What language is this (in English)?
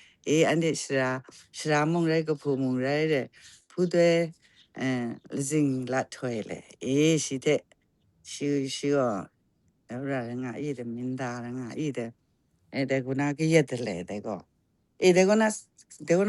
Kachin